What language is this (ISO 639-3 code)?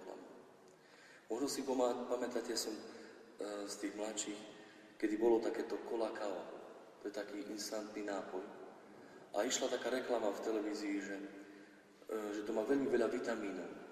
slk